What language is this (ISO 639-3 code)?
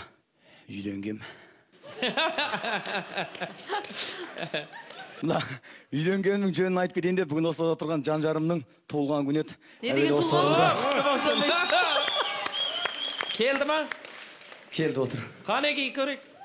kaz